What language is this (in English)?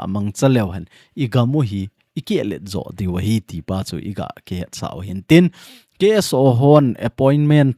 Thado Chin